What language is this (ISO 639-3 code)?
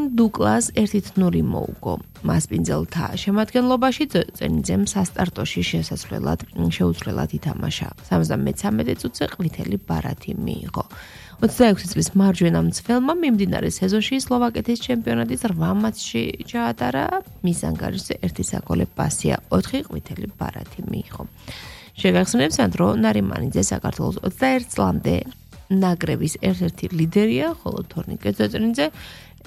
kat